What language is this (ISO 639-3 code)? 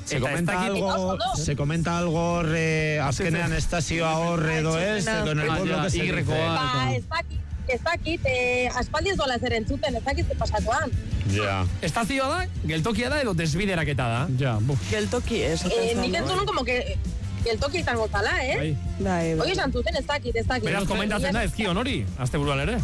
eus